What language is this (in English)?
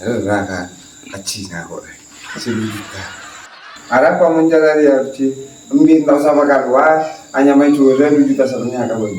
Madurese